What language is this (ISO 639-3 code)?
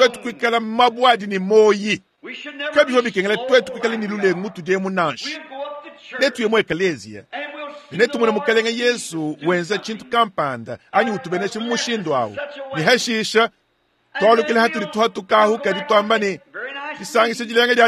lua